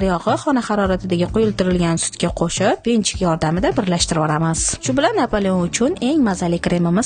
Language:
Uzbek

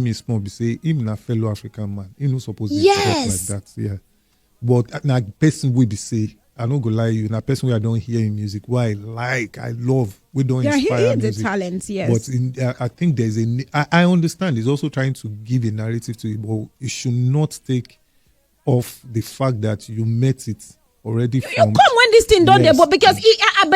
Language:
Nigerian Pidgin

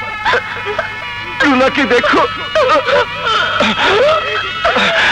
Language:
Bangla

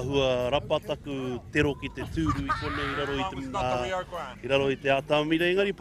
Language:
Māori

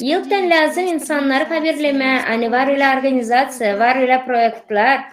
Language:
Gagauz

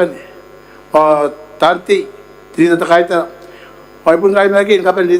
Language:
Gilbertese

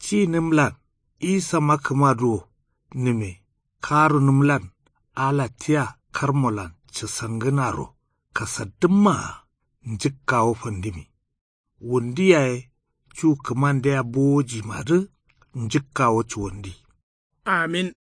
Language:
Kanuri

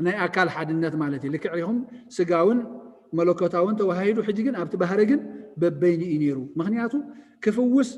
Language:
Tigrinya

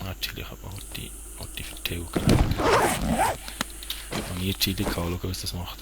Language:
Swiss German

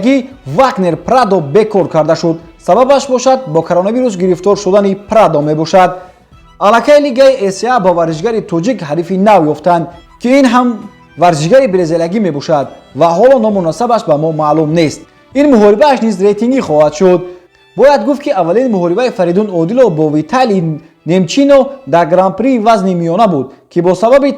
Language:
Tajik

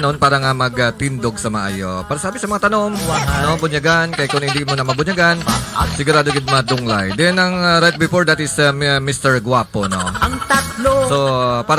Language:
Hiligaynon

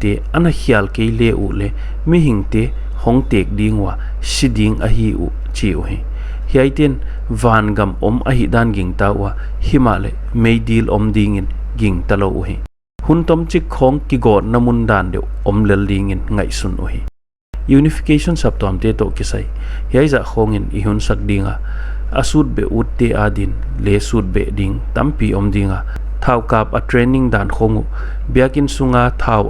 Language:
Paite Chin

